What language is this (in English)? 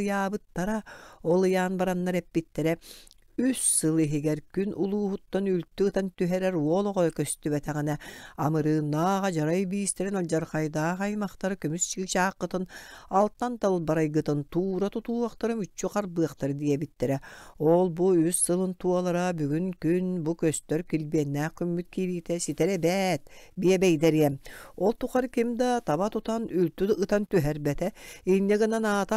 Yakut